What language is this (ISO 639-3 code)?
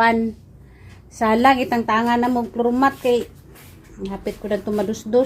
ceb